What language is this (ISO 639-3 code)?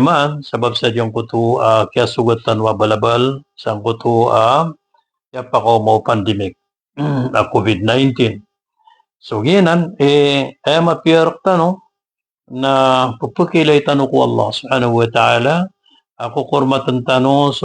mrw